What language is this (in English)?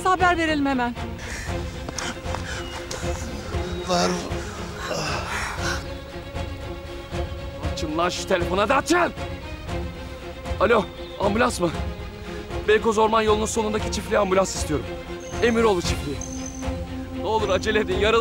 Turkish